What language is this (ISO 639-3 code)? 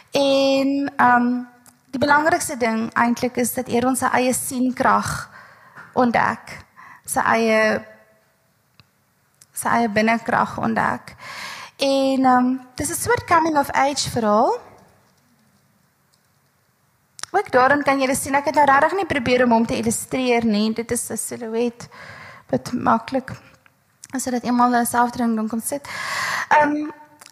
afr